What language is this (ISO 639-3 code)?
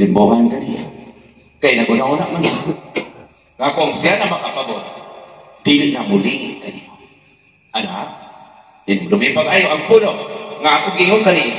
ceb